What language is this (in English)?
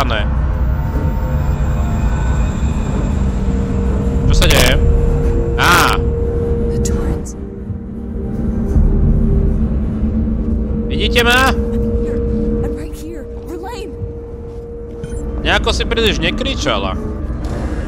Slovak